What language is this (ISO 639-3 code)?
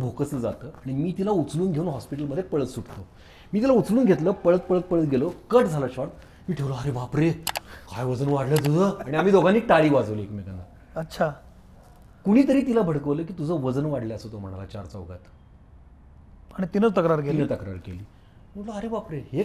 mar